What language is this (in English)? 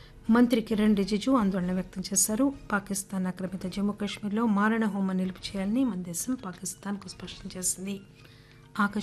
Telugu